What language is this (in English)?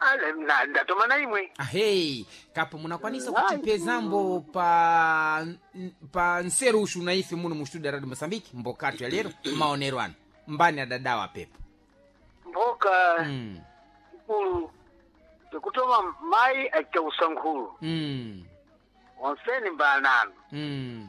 Sena